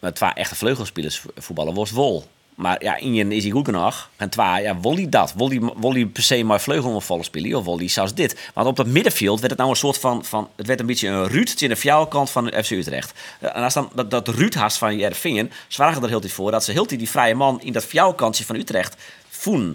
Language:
Western Frisian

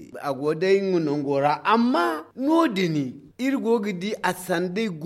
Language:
Zarma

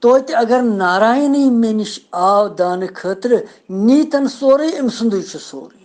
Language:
Kashmiri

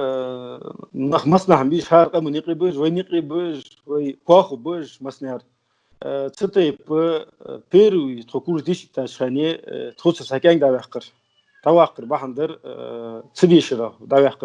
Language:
Ingush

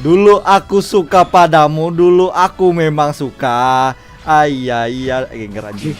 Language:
Banjar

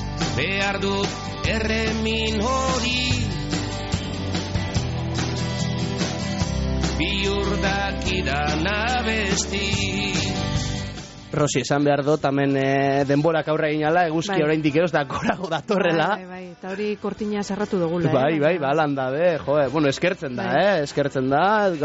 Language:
Basque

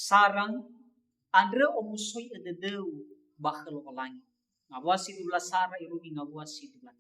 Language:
Nias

